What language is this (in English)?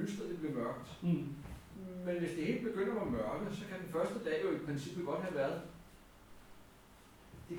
Danish